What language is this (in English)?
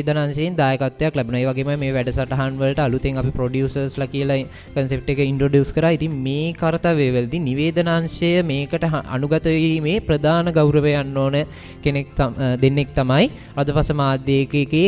Sinhala